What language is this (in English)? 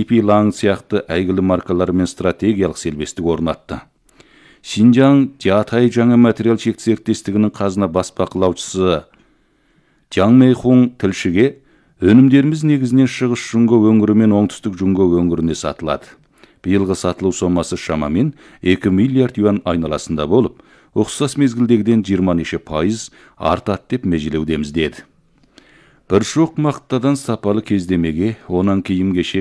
Kazakh